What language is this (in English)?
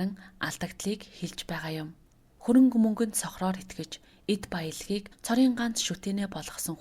Mongolian